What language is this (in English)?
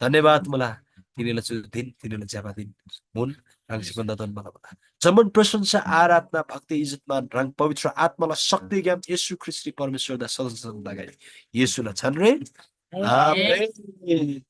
Eastern Tamang